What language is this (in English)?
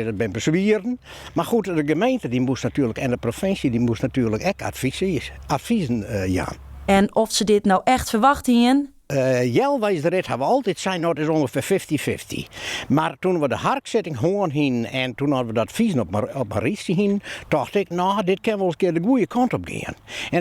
Western Frisian